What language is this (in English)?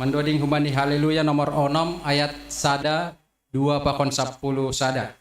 Batak Simalungun